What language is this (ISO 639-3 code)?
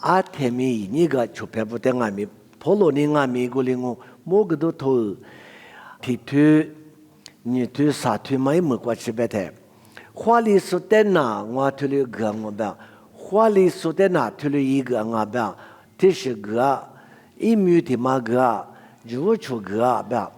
lis